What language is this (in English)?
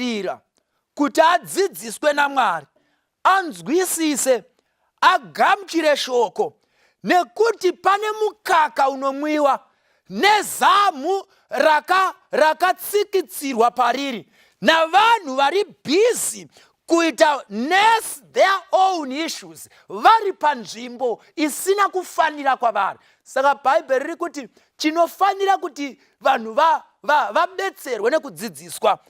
Shona